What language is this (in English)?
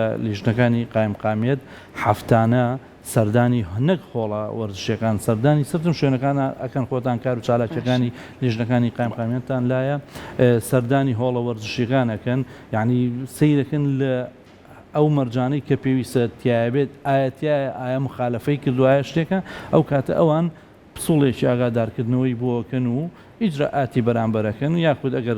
Central Kurdish